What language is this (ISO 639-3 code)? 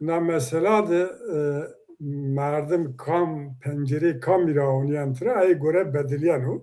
zza